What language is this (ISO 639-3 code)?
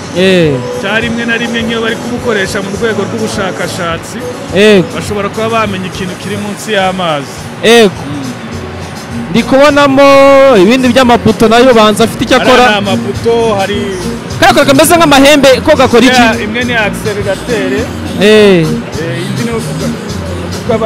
kin